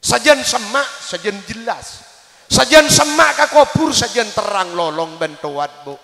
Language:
Madurese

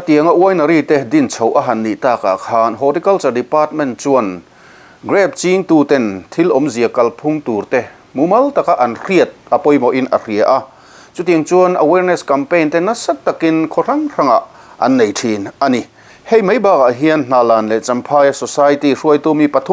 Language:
Mizo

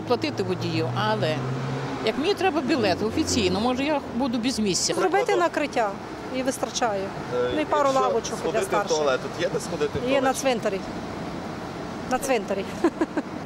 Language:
Ukrainian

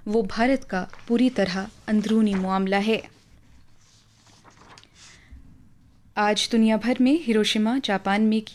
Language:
Urdu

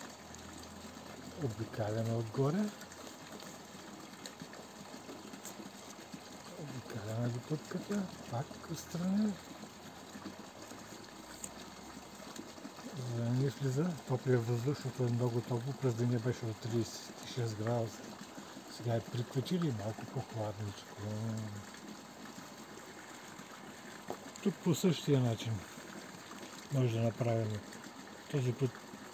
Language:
Bulgarian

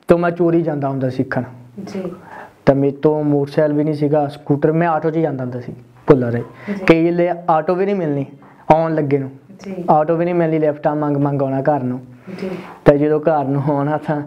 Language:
Punjabi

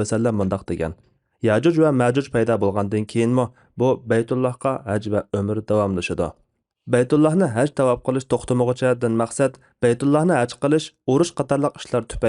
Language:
Uyghur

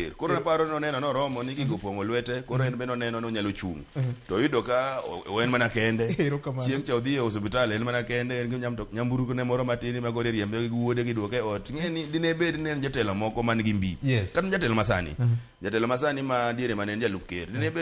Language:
Luo (Kenya and Tanzania)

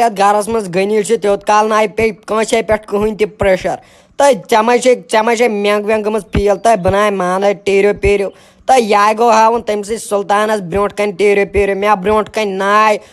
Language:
Kashmiri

